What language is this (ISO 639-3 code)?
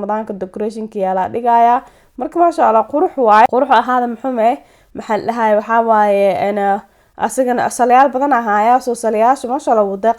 som